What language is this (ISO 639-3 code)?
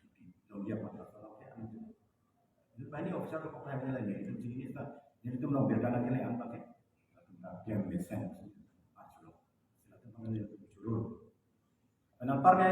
mjw